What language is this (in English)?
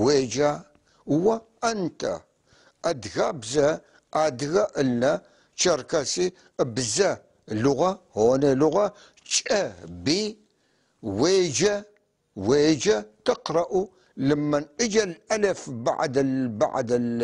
North Levantine Arabic